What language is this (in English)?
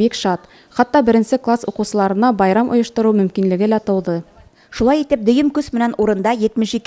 Bashkir